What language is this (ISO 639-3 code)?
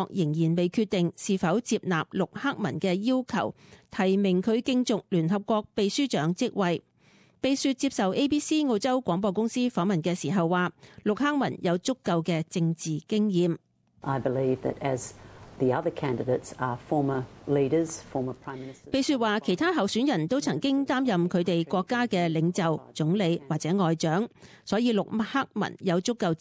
yue